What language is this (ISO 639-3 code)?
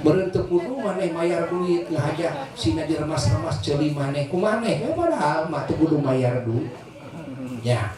sun